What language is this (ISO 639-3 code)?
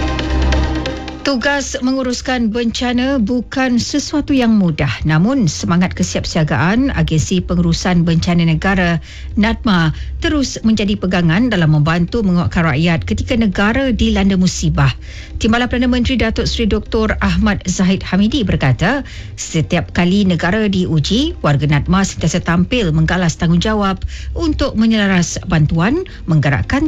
msa